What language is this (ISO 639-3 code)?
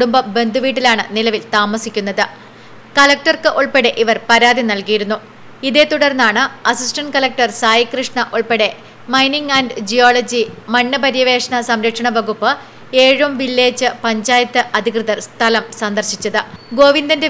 mal